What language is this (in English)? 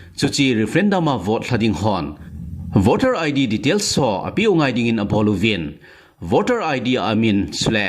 Thado Chin